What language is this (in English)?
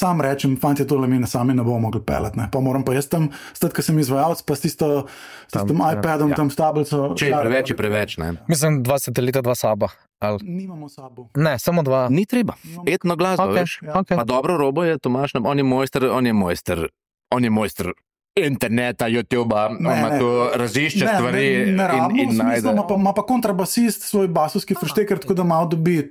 Slovenian